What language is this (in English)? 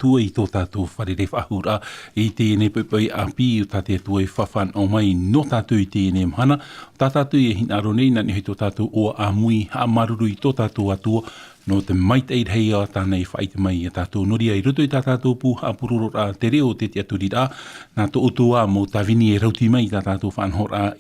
Tahitian